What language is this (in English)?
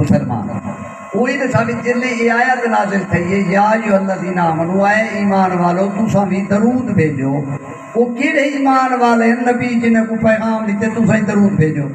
Saraiki